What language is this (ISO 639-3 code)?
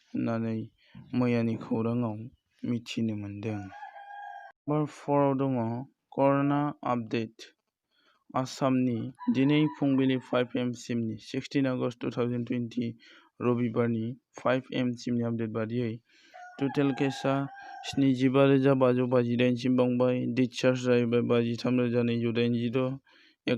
brx